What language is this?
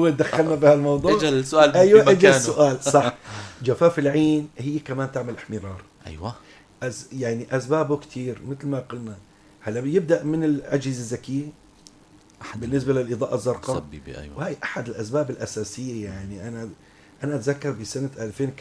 North Levantine Arabic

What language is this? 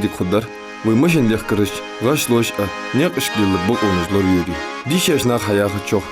Ingush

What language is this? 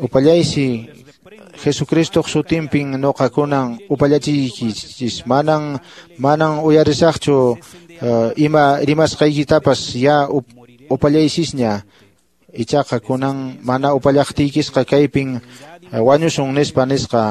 Quechua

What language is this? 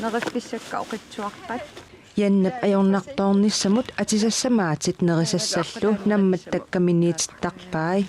Kalaallisut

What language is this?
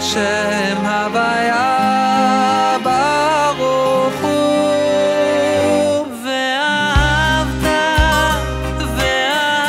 Hebrew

